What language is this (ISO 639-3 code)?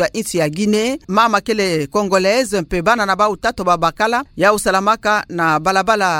ktu